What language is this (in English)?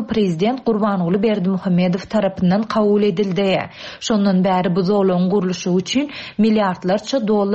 Turkmen